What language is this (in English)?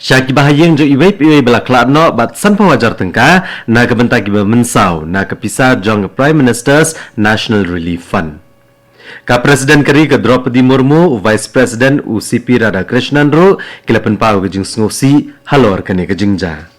Khasi